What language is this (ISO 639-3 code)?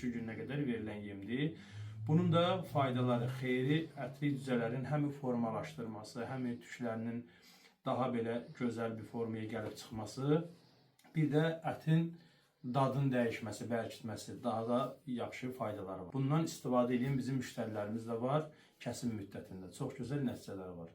aze